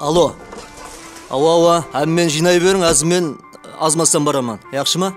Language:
Kara-Kalpak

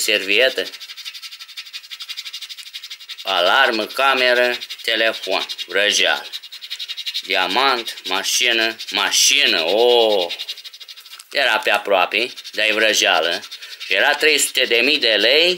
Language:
Romanian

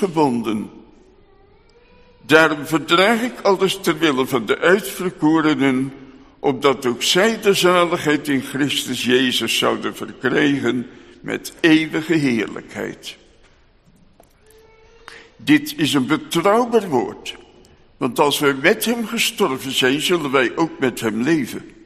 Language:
Dutch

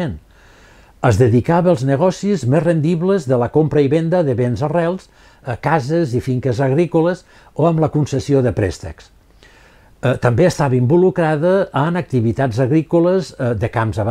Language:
Catalan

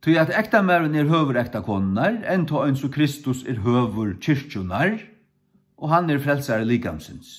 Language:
Faroese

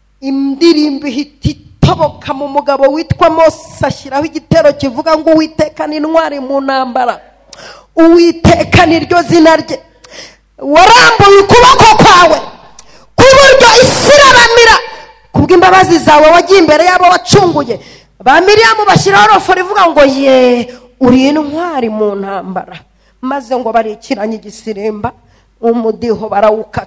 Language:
Kinyarwanda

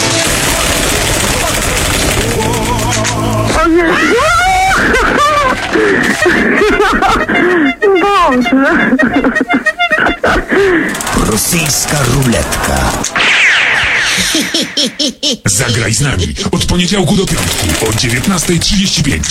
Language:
Polish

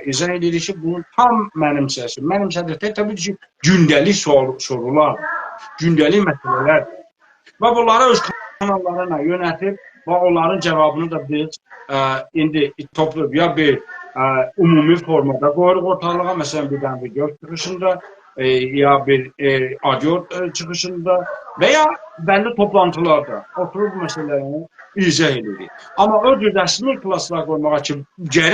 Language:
South Azerbaijani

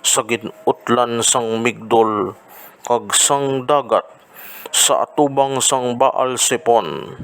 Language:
Hiligaynon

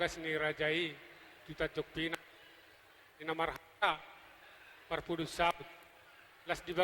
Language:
Batak Toba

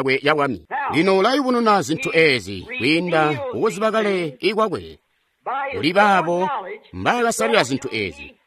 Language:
Tonga (Zambia)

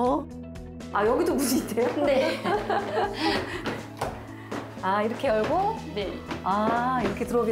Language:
Korean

